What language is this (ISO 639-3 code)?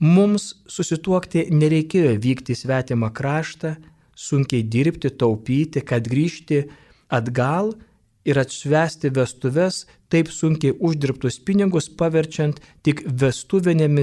lit